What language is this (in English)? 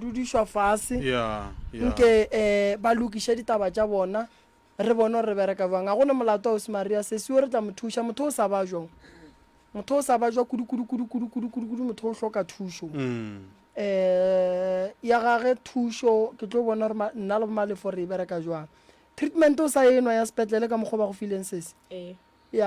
Northern Sotho